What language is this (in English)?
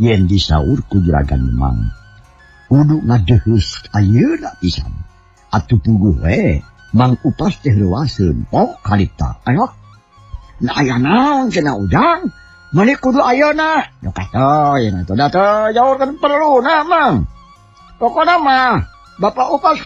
Sundanese